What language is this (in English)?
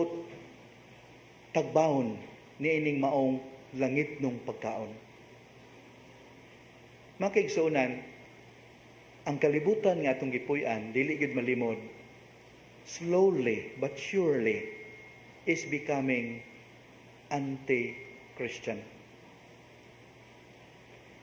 Cebuano